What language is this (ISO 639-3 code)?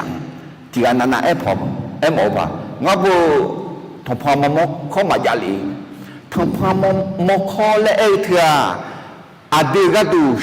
ahk